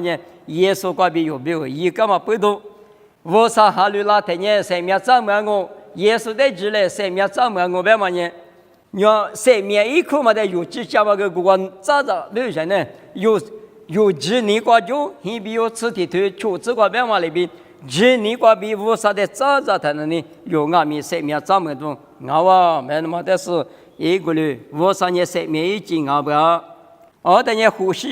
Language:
Lisu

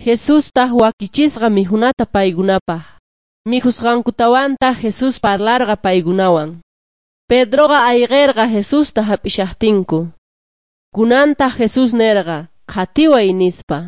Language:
South Bolivian Quechua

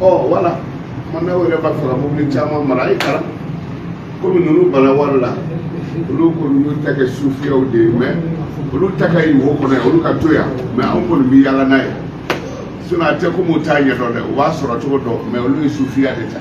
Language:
Bambara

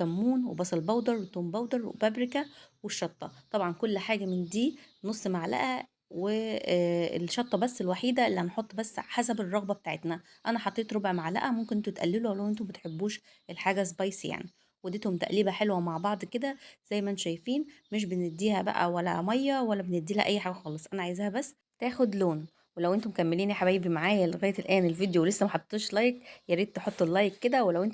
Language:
Egyptian Arabic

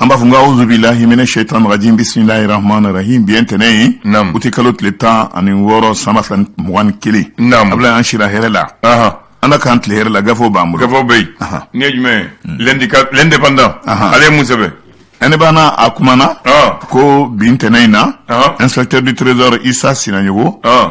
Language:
Bambara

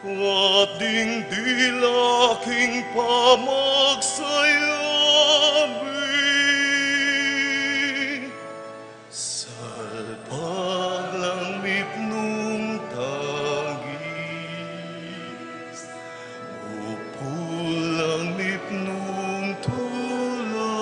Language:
Pampanga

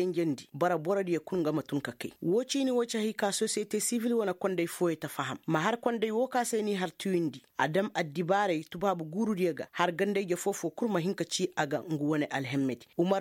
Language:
Koyraboro Senni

